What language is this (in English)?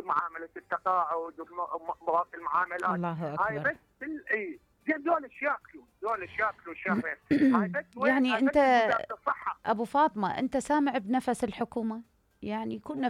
Mesopotamian Arabic